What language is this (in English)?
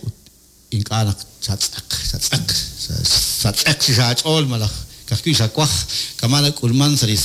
Kekchí